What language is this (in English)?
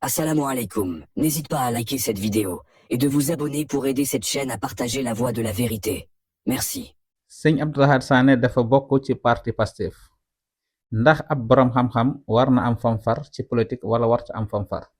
Wolof